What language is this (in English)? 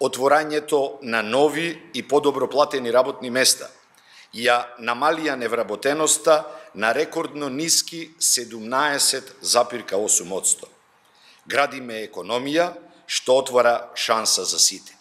Macedonian